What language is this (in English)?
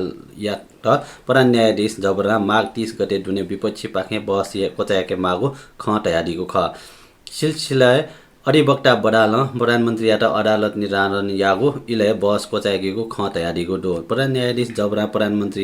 Newari